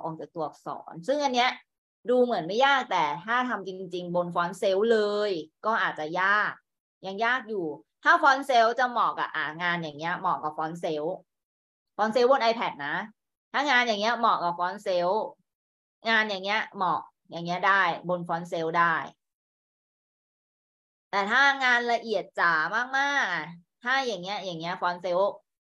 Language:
Thai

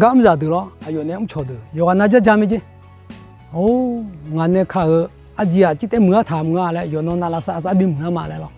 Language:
Akha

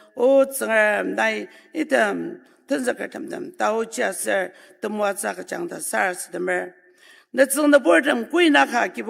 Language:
Ao Naga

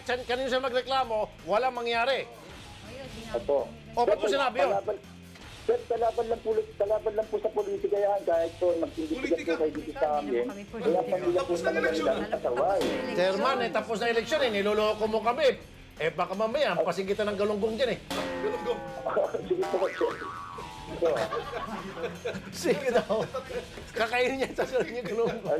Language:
Filipino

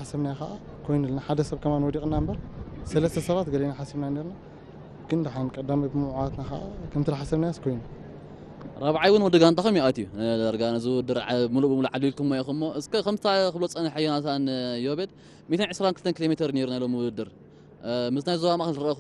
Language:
Tigrinya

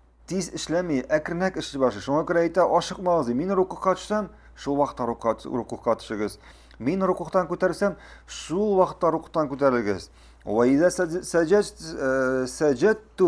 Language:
Tatar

